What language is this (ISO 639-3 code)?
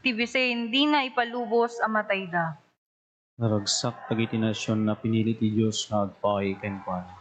ilo